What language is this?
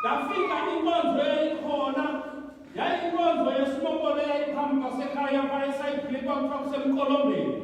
Xhosa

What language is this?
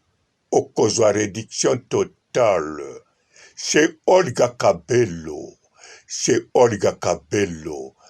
Lingala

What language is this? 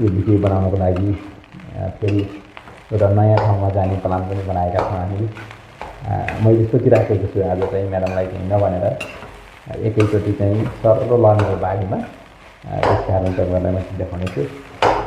Nepali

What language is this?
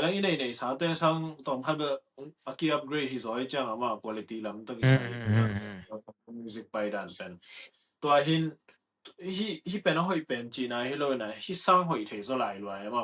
Tedim Chin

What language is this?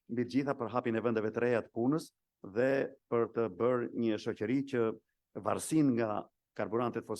Albanian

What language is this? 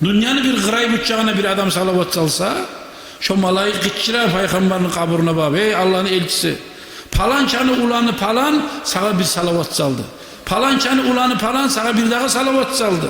Kumyk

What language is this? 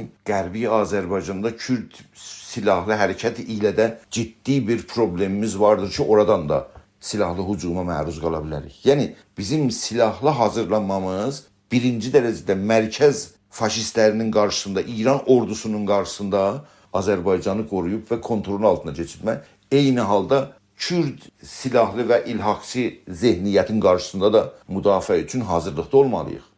South Azerbaijani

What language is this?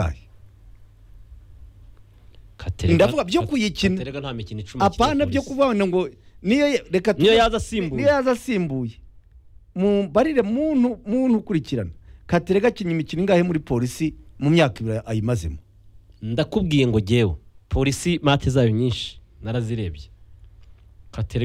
Kinyarwanda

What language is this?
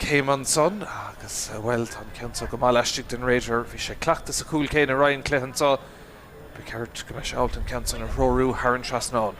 Irish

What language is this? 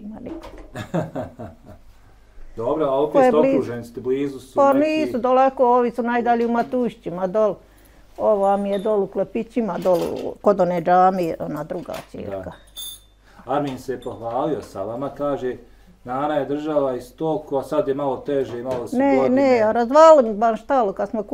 Bosnian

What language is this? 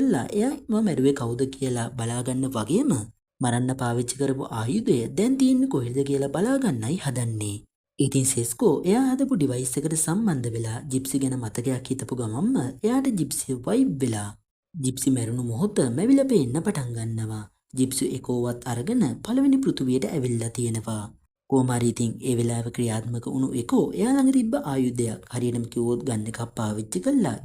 Sinhala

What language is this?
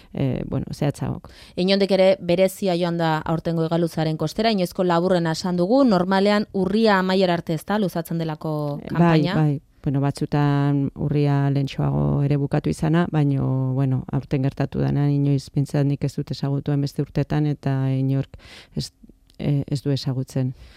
Basque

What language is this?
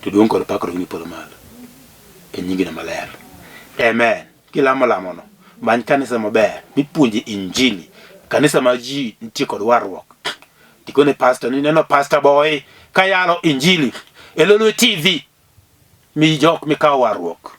Luo (Kenya and Tanzania)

